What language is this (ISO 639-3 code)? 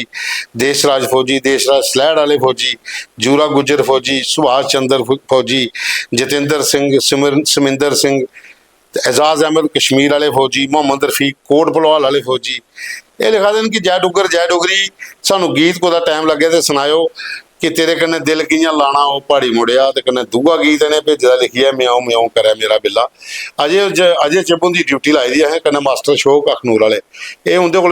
doi